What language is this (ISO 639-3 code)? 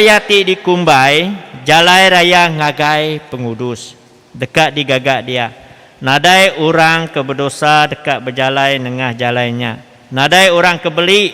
iba